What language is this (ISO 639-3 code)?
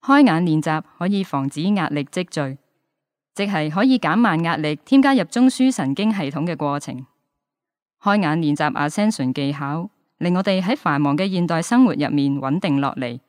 yue